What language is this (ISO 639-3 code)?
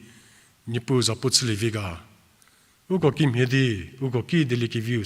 njm